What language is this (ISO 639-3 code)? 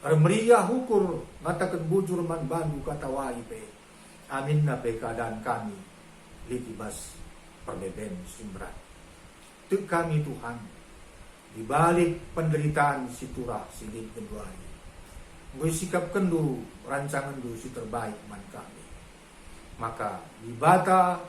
btx